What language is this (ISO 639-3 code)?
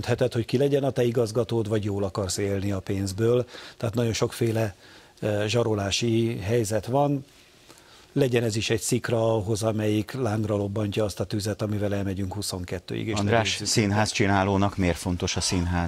hun